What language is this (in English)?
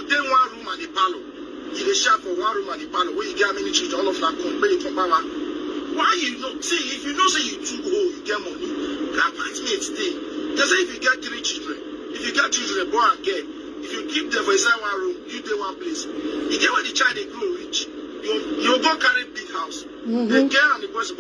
Nigerian Pidgin